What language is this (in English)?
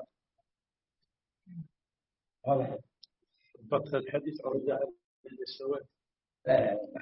Arabic